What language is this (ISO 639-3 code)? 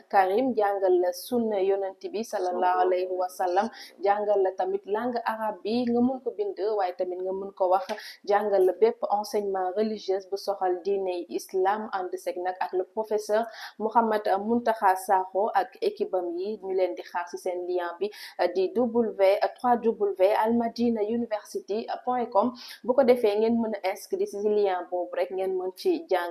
wol